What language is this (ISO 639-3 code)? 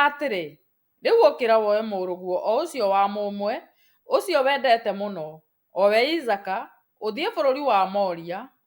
kik